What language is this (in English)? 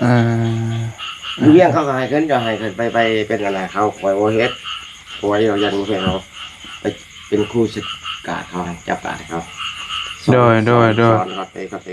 Northeastern Thai